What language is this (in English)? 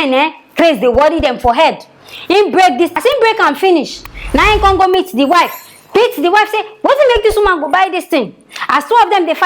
Nigerian Pidgin